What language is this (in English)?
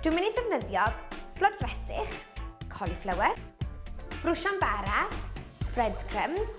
Welsh